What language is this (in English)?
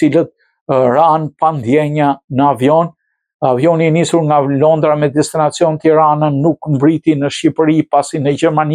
Albanian